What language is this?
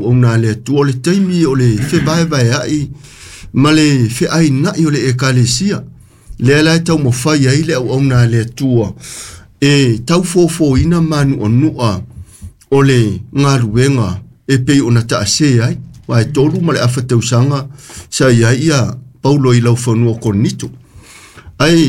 Samoan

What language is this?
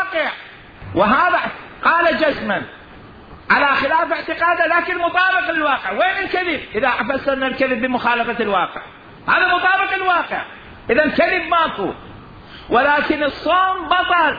Mesopotamian Arabic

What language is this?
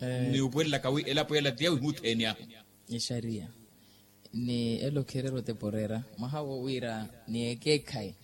Makhuwa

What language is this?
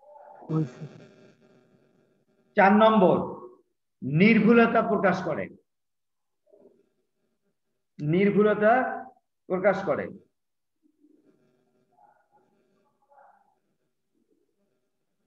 Bangla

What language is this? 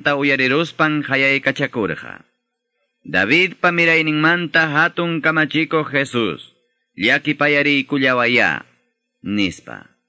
Ayacucho Quechua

